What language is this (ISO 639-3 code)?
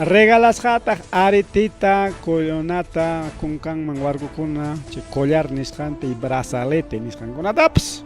quy